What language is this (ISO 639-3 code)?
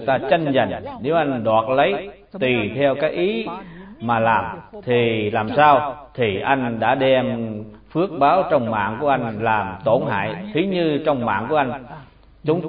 vie